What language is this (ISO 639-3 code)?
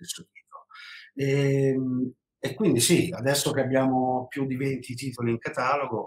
ita